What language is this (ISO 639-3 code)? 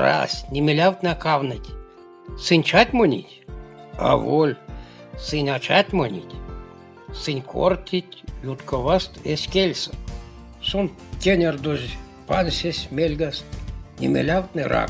myv